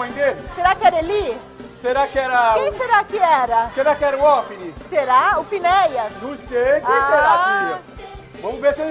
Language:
Portuguese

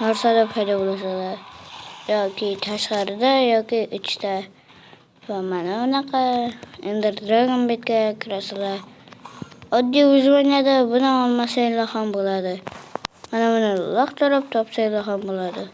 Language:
Uzbek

